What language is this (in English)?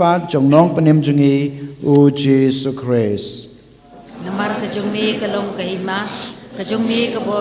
Khasi